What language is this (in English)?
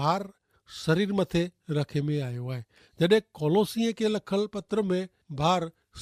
Kachhi